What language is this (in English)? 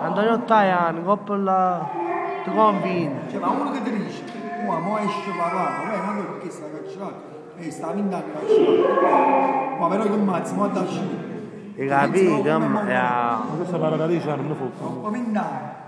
Neapolitan